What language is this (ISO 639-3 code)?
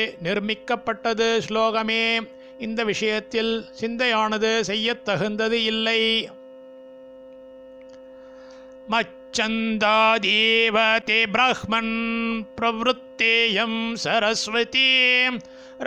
tam